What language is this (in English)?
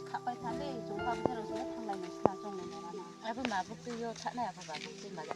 Riang (India)